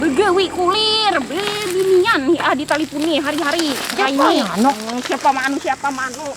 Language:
Banjar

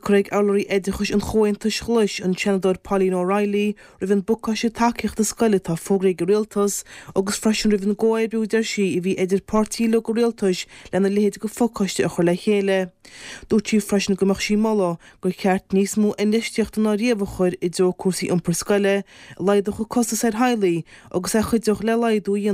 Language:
Irish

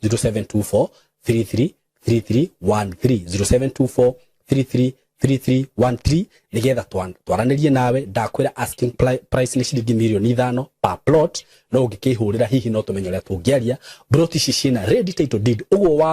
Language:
Kikuyu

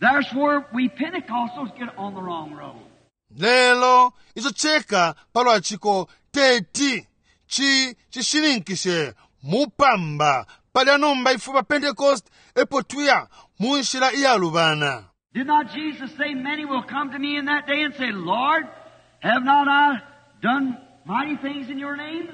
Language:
Bemba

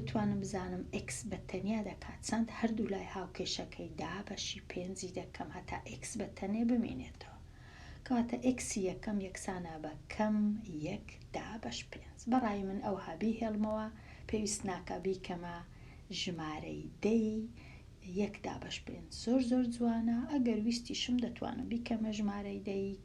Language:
Central Kurdish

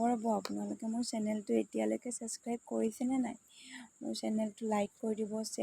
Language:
Assamese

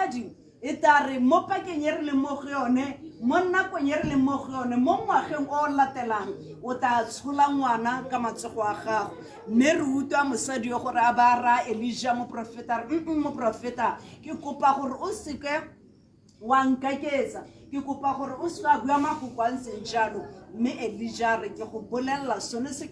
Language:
Tswana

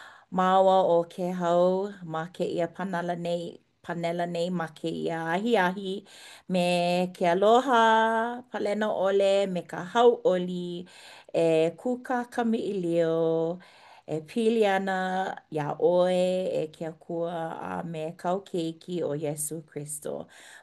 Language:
Hawaiian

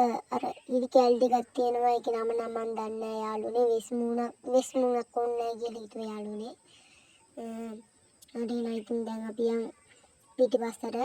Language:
Sinhala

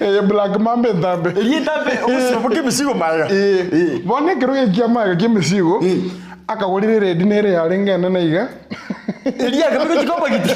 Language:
Gusii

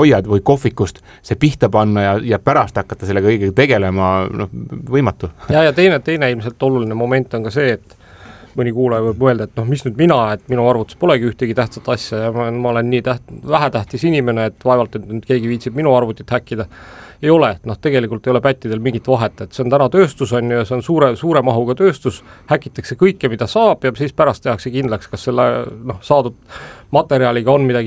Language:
Estonian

